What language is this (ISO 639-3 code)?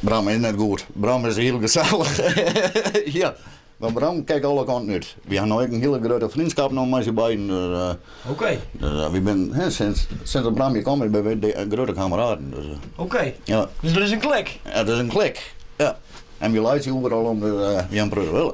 fry